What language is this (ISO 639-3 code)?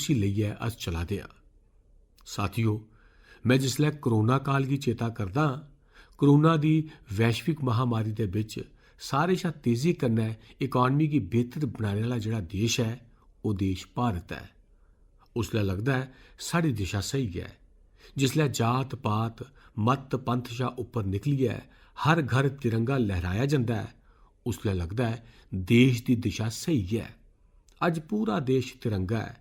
doi